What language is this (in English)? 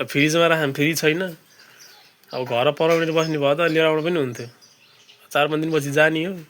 Nepali